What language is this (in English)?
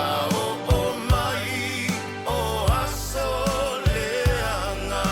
Samoan